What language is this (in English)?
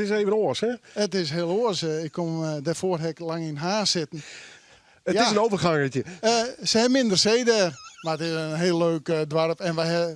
Western Frisian